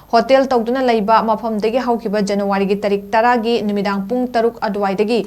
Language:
Manipuri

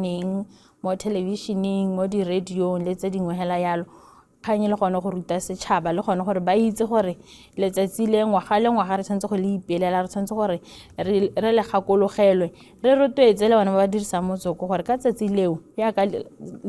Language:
Tswana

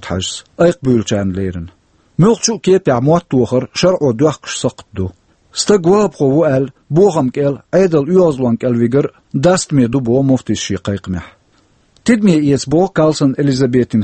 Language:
Chechen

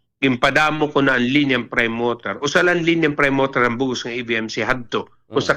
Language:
Waray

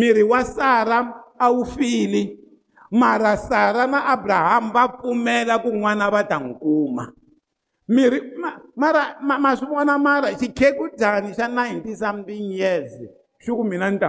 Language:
Tsonga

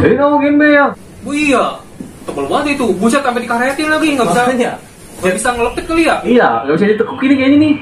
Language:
Betawi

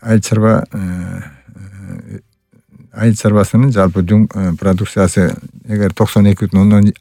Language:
Kyrgyz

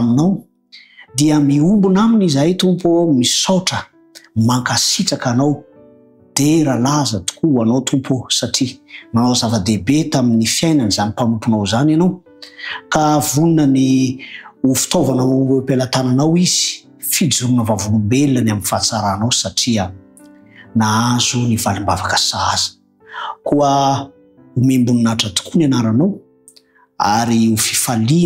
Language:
Malagasy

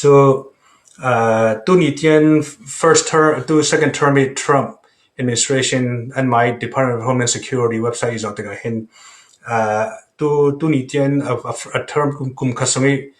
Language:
Falam Chin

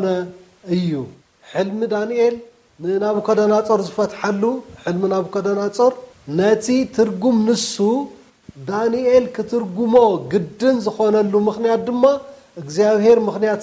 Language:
Tigrinya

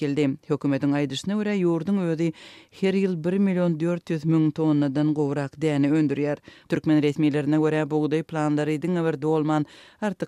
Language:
Turkmen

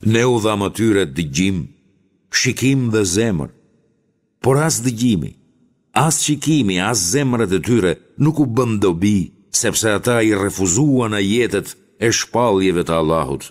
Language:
Albanian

